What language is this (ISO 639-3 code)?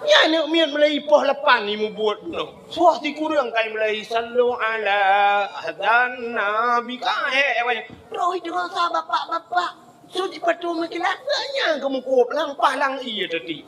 ace